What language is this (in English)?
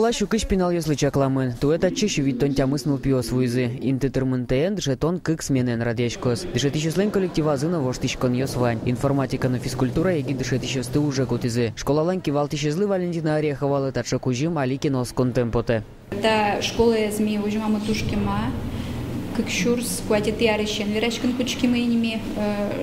Udmurt